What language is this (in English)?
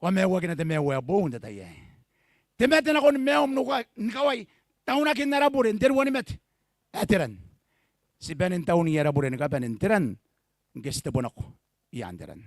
Gilbertese